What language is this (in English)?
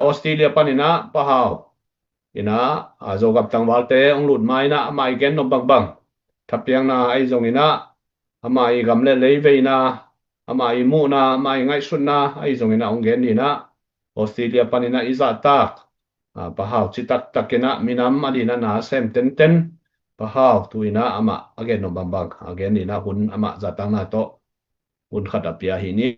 Tedim Chin